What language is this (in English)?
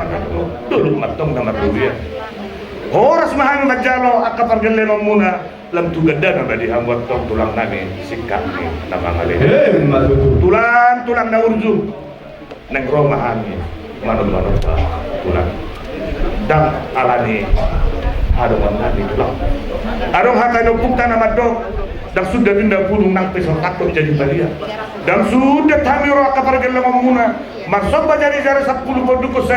Batak Toba